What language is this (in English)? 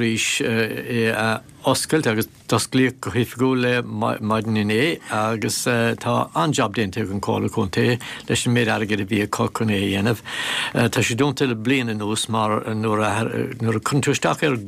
Irish